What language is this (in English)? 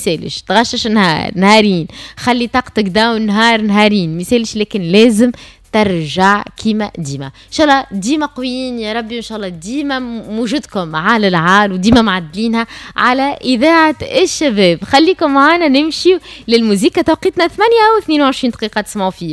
Tunisian Arabic